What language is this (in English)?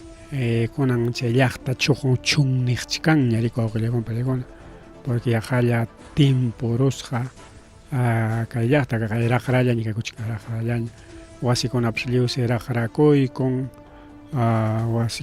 Ayacucho Quechua